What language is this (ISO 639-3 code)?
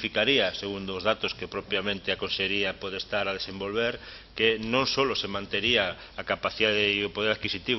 glg